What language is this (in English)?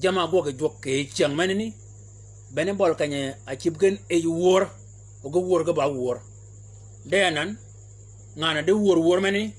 Shilluk